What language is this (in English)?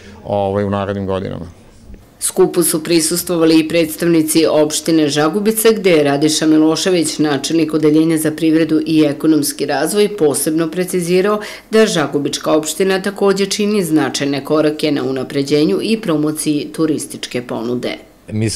Serbian